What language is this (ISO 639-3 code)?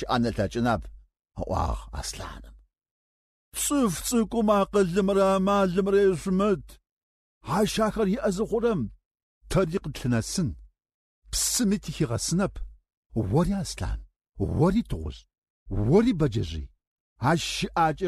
ady